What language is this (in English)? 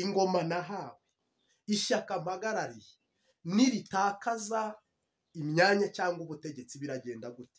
Kinyarwanda